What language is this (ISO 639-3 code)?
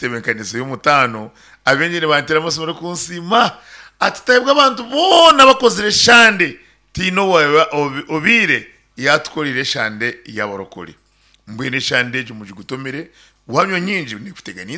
nyn